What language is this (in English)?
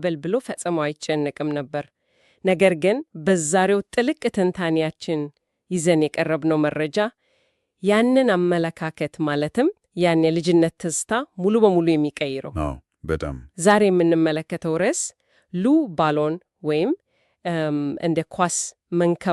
Amharic